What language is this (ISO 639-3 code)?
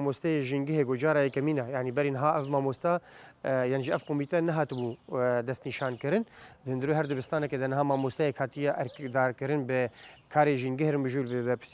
kur